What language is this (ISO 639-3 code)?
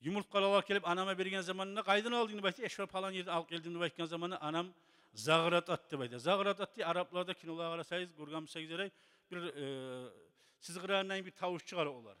kum